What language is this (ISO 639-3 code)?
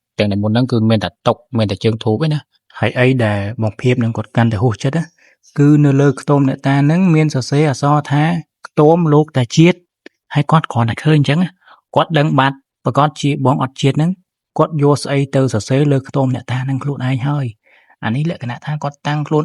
khm